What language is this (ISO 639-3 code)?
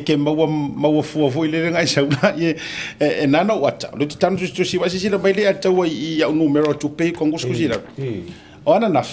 smo